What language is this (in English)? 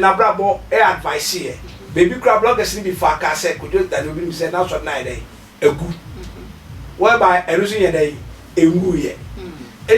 Akan